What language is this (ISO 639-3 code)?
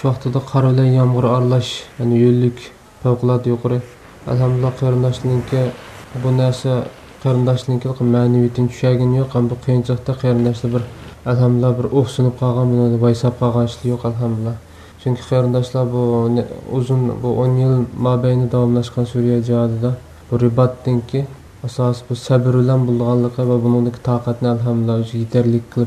uig